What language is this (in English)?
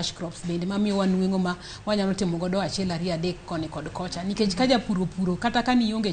Luo (Kenya and Tanzania)